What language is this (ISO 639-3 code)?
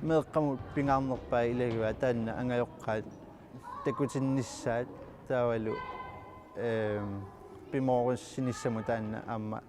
kal